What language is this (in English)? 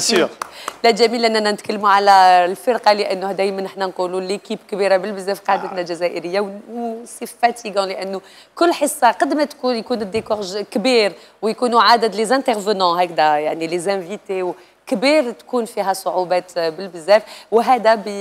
Algerian Arabic